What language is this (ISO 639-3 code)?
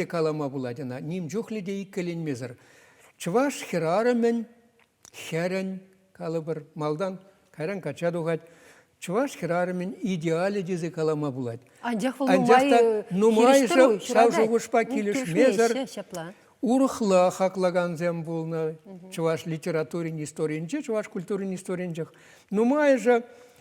chv